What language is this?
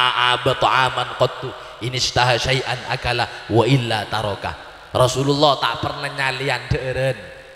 Madurese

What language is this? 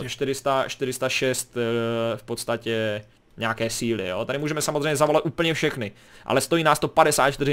Czech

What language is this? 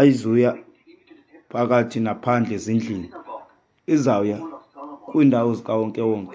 Xhosa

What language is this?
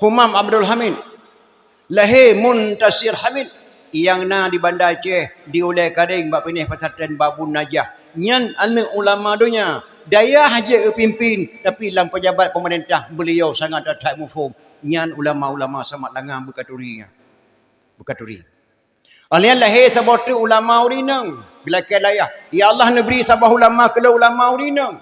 Achinese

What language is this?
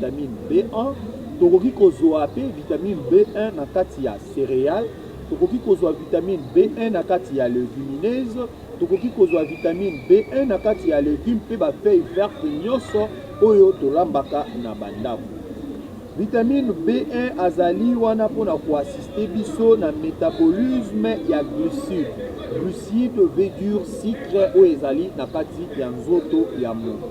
Lingala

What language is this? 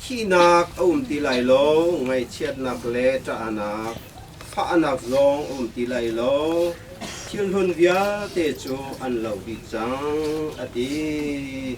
Hakha Chin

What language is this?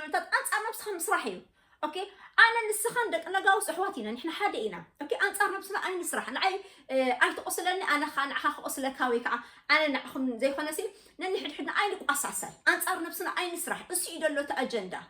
Tigrinya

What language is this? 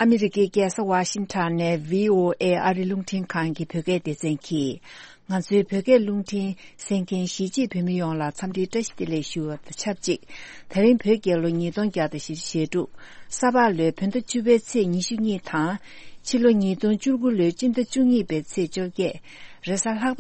Tibetan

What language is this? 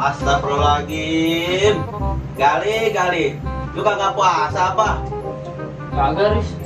Betawi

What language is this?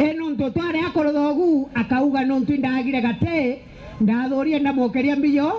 Meru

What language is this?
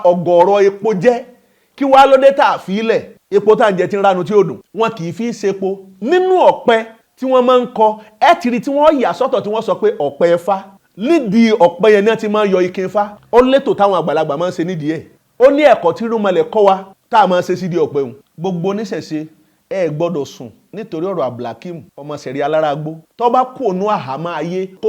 Yoruba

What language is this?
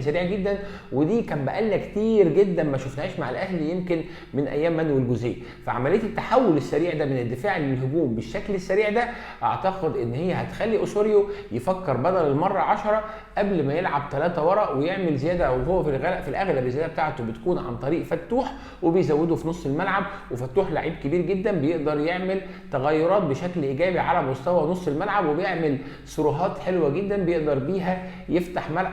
Egyptian Arabic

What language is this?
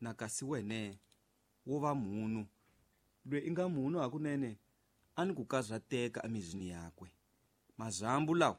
Tsonga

